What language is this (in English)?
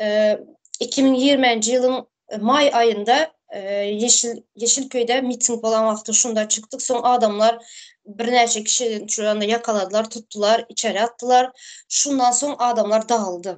Turkmen